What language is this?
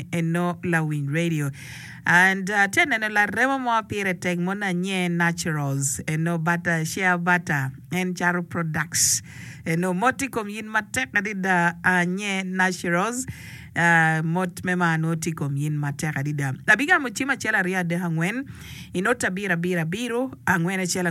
Acoli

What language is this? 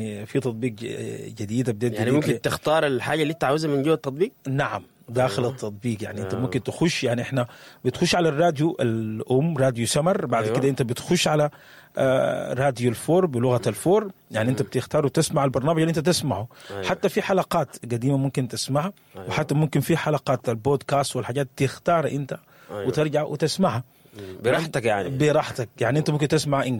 Sudanese Arabic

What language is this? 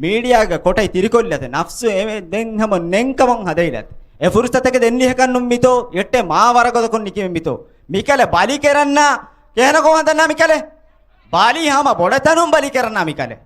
Divehi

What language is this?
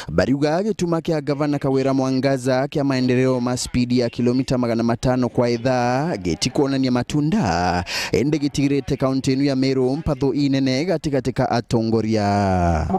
Meru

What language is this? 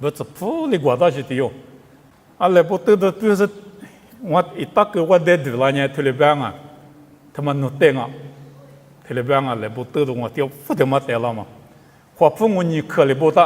Lisu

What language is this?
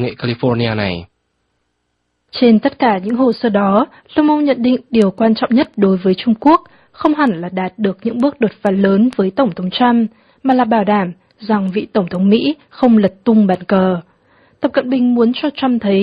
Vietnamese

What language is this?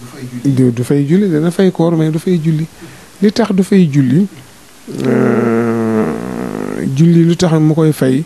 Wolof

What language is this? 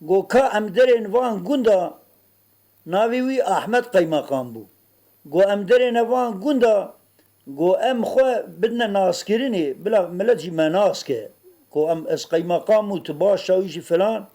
Kurdish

